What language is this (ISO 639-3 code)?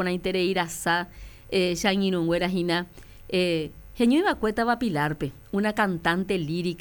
grn